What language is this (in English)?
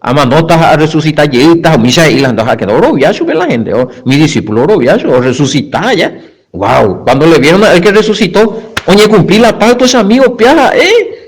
Guarani